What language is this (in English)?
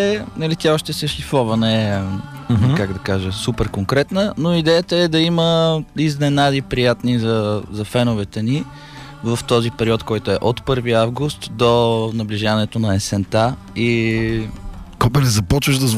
Bulgarian